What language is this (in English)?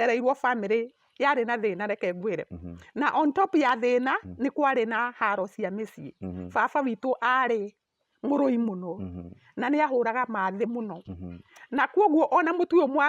Kikuyu